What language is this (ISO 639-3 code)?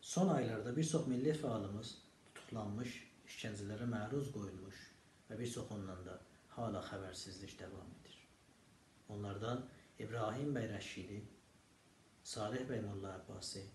azb